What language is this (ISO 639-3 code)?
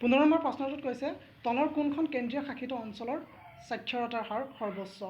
asm